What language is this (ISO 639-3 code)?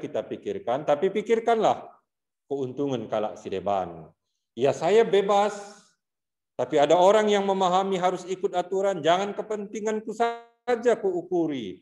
btx